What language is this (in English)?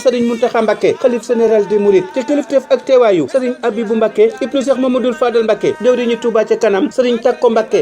Wolof